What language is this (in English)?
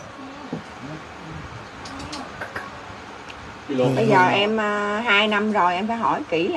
Vietnamese